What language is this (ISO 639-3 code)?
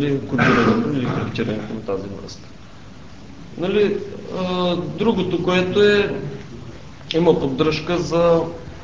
bul